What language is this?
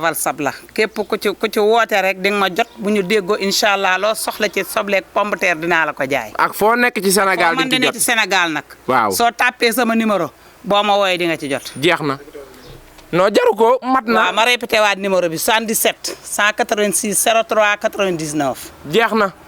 Wolof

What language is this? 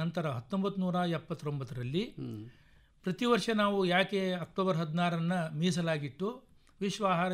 Kannada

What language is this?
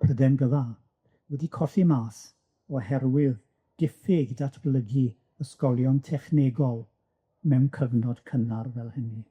Welsh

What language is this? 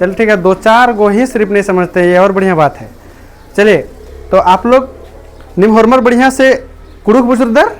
Kurukh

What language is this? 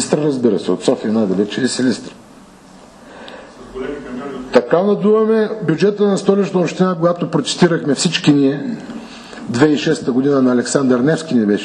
Bulgarian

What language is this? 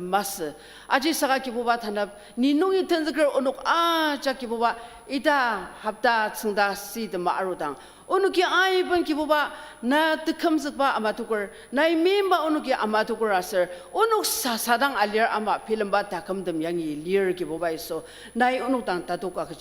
Ao Naga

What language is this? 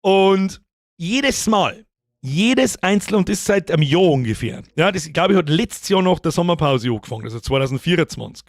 Bavarian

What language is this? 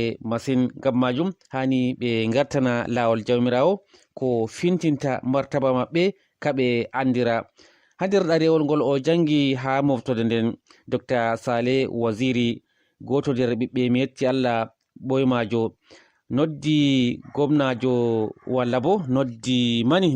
Fula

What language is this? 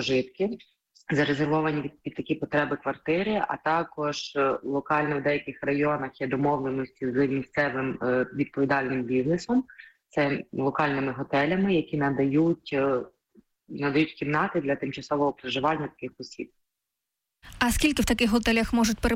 Ukrainian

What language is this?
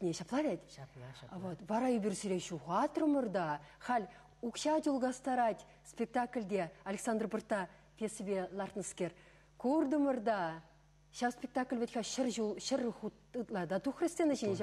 Chuvash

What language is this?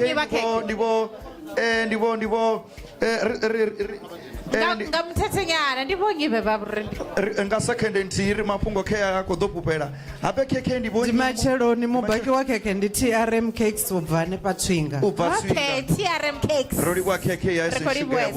Venda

